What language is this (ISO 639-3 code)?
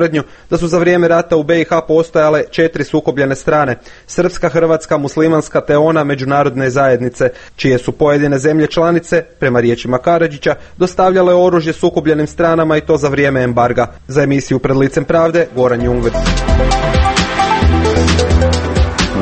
hrv